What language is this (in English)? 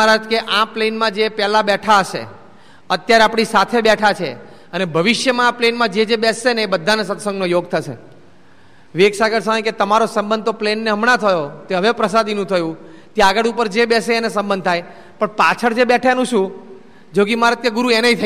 Gujarati